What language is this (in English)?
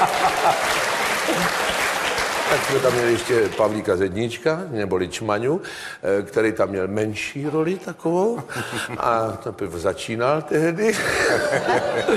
Czech